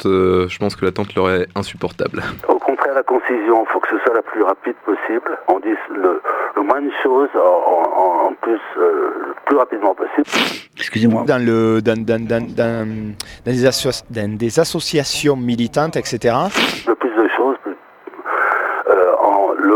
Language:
French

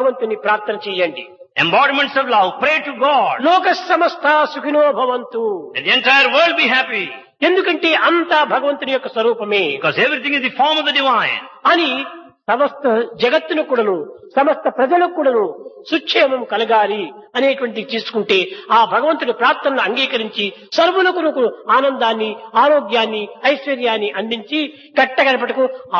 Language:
Telugu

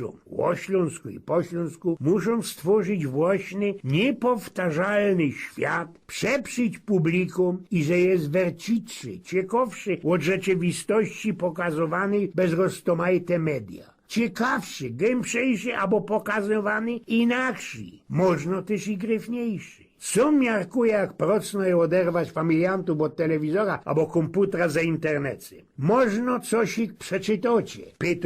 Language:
Silesian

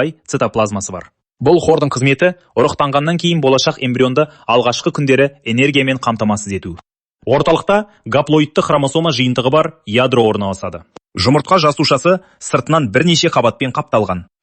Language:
Kazakh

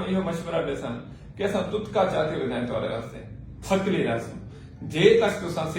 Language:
Saraiki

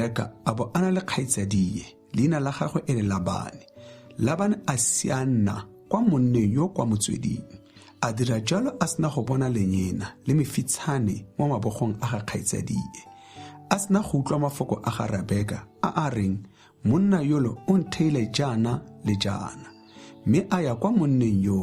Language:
Tswana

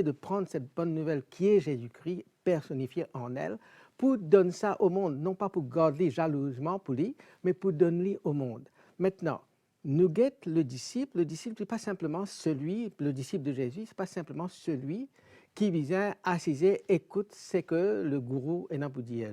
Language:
Morisyen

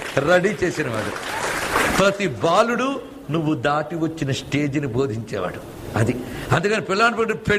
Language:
Telugu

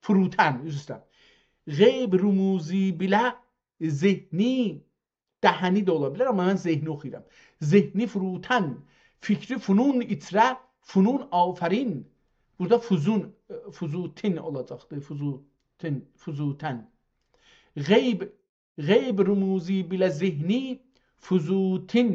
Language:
South Azerbaijani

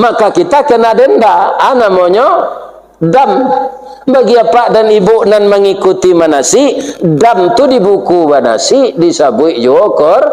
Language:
Minangkabau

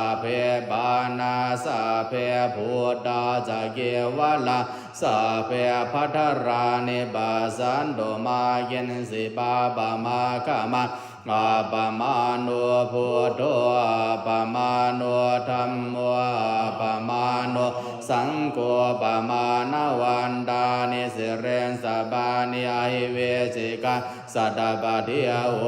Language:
Pali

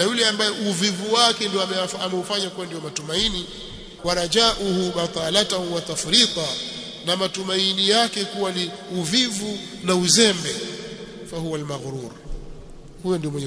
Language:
Swahili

